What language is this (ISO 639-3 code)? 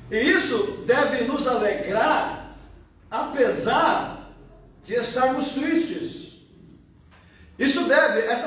por